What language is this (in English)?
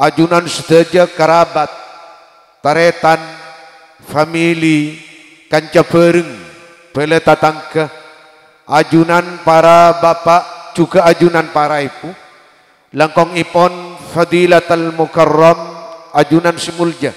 Madurese